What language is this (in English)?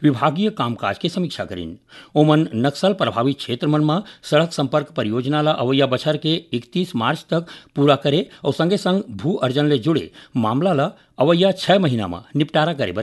Chhattisgarhi